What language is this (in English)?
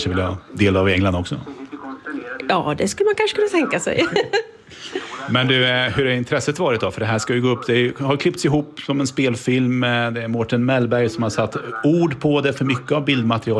Swedish